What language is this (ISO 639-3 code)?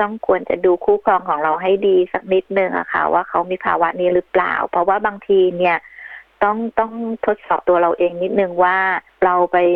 tha